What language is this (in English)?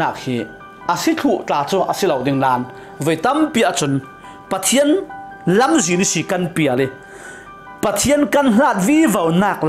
Falam Chin